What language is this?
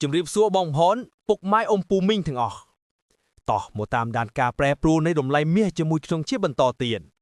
Khmer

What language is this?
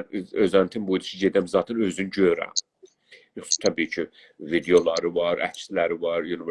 South Azerbaijani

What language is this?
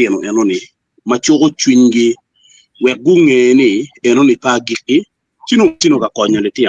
Acoli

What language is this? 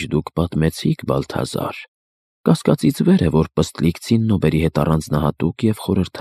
Armenian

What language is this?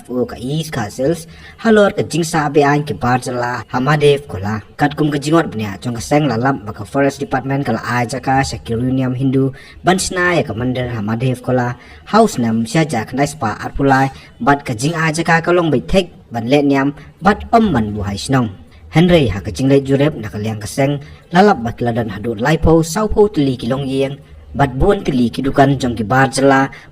Khasi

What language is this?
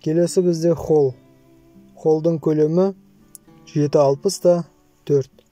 Kazakh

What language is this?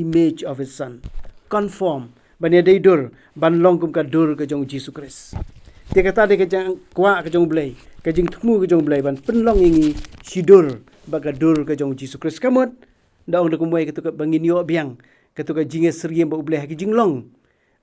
Khasi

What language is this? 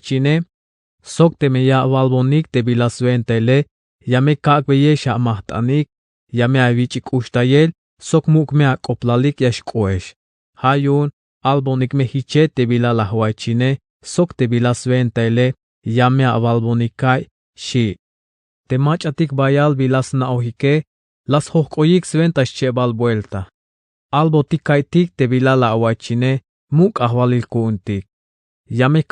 Tzeltal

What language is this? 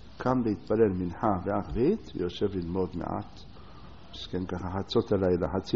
Hebrew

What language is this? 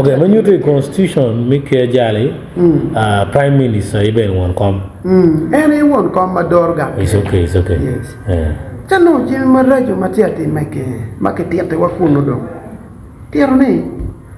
Acoli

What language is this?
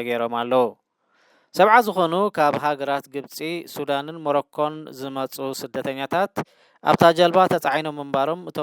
Tigrinya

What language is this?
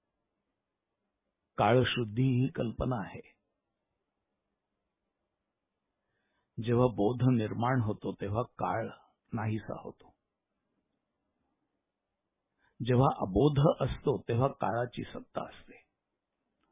Marathi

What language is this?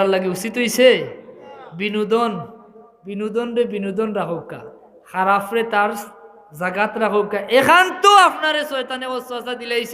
Sylheti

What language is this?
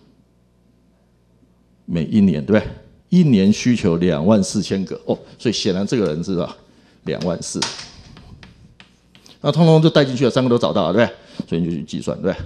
Chinese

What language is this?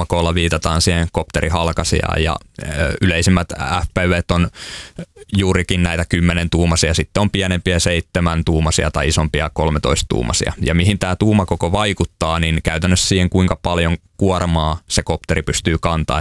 Finnish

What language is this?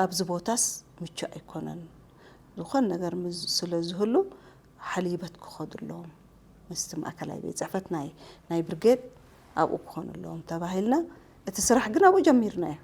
Tigrinya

